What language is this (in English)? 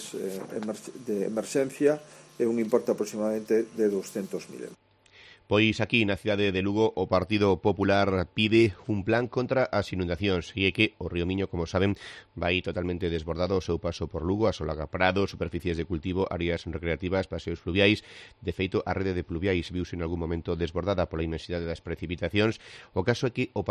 Galician